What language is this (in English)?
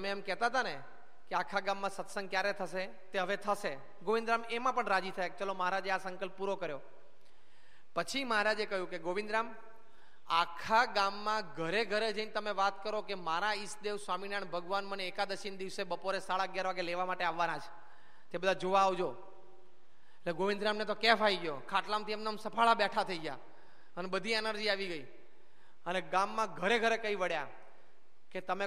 Gujarati